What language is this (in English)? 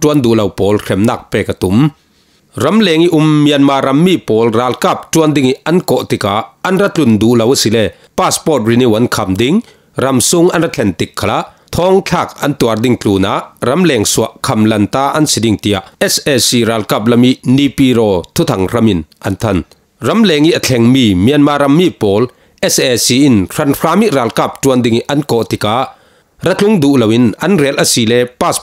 Falam Chin